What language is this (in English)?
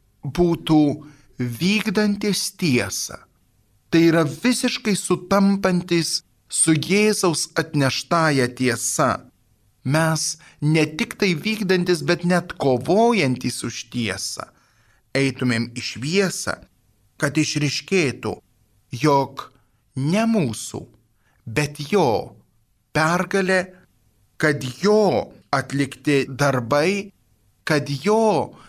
Lithuanian